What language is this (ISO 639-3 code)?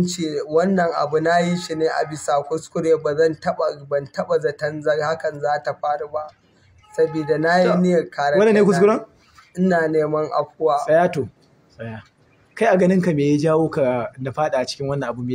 hau